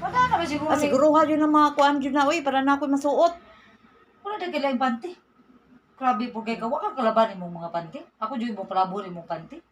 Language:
Cebuano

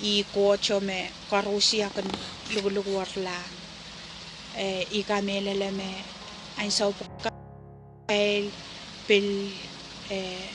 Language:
Pohnpeian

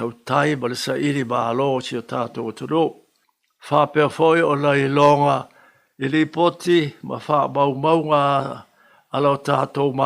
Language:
Samoan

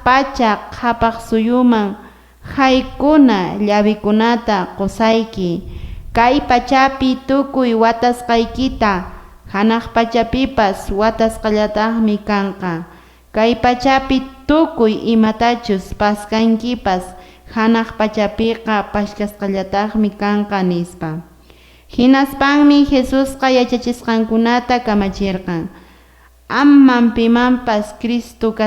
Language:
Quechua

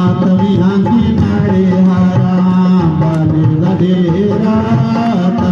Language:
Dogri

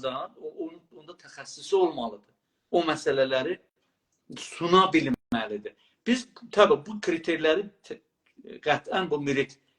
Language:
South Azerbaijani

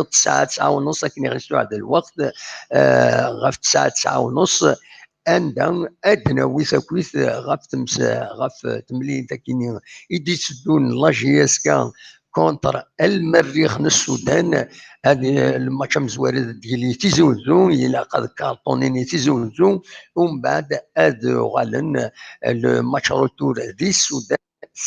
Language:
Kabyle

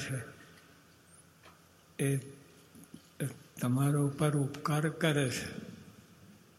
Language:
Gujarati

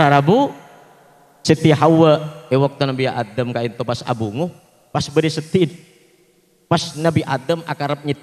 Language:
Madurese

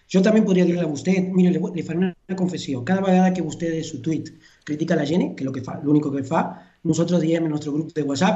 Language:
Catalan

